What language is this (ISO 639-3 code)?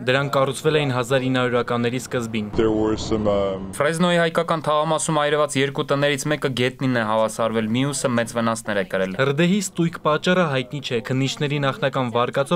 hye